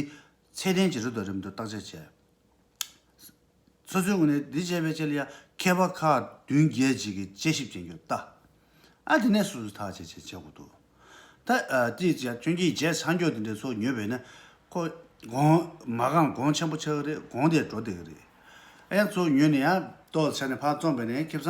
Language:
Tibetan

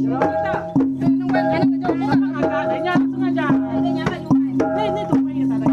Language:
Iban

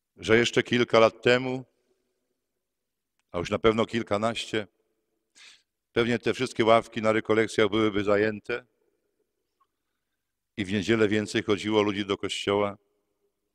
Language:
Polish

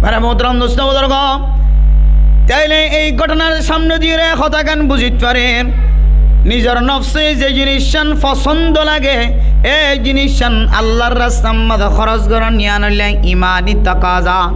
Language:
Rohingya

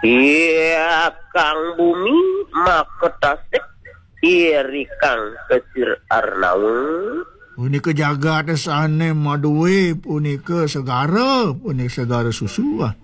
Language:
Balinese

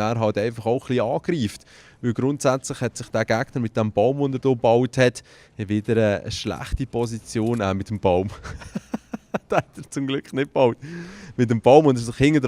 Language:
Swiss German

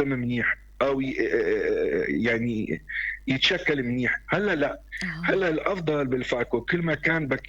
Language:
North Levantine Arabic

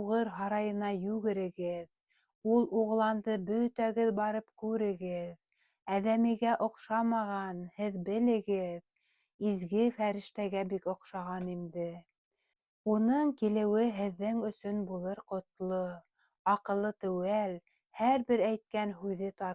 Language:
Bashkir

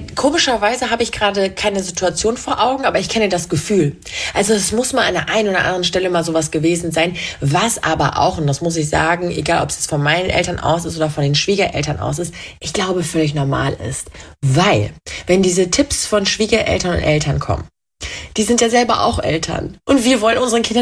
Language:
German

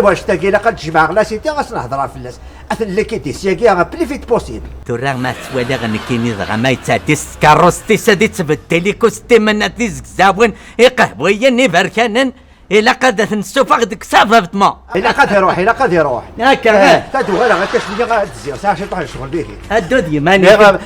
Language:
Kabyle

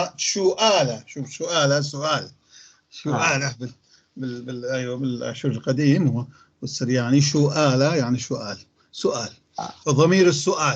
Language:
North Levantine Arabic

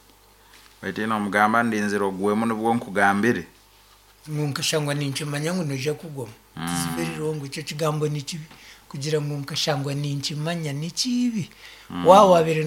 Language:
Nyankole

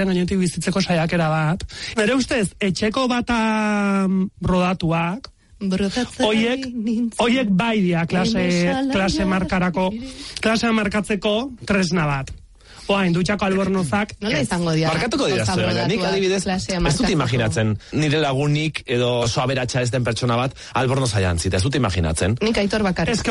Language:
Basque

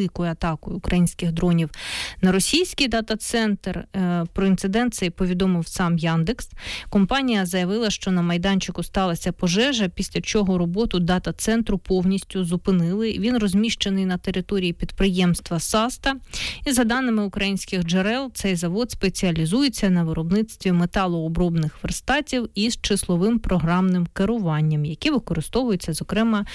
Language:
Ukrainian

